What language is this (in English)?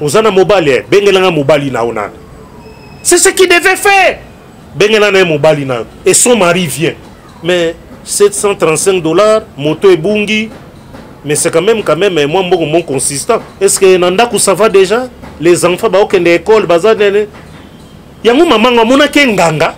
Lingala